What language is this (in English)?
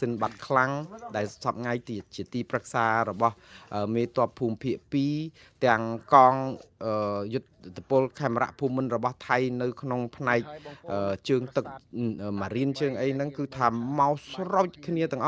Khmer